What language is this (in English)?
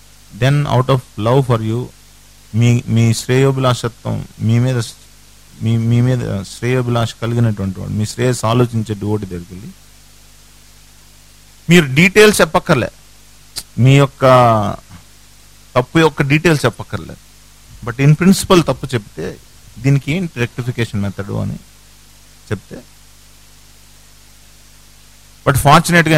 Telugu